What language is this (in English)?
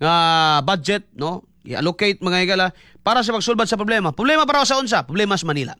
Cebuano